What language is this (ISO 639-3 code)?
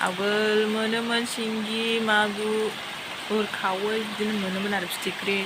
brx